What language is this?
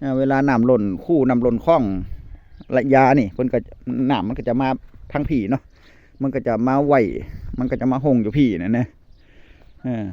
Northeastern Thai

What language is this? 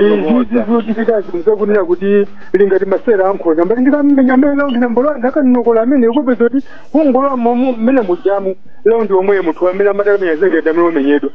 Nyanja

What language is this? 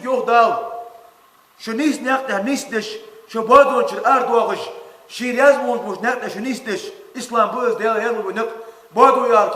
Ingush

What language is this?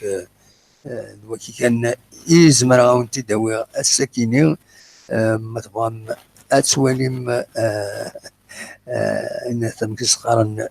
Kabyle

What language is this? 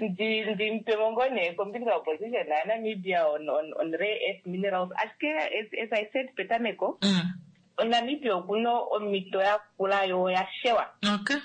Kuanyama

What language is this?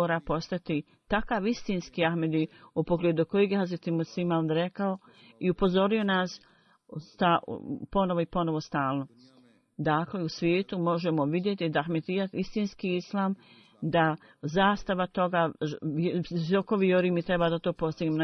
Bosnian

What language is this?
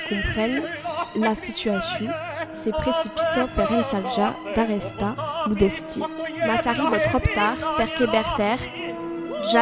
Occitan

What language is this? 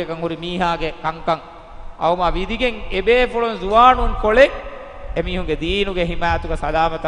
Divehi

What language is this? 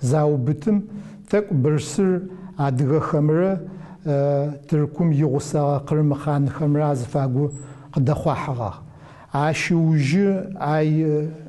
Adyghe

